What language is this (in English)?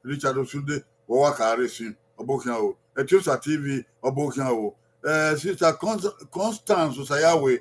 Bini